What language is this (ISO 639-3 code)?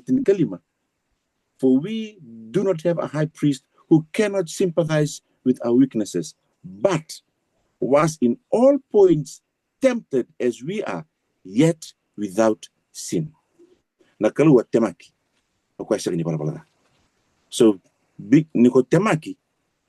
fij